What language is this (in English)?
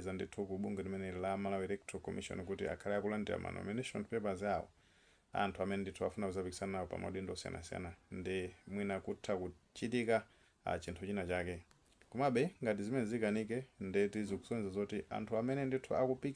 Nyanja